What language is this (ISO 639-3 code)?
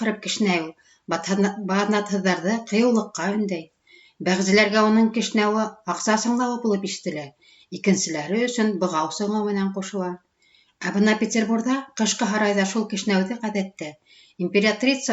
bak